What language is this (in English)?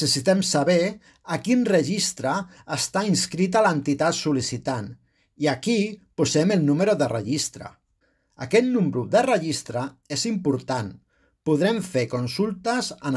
Catalan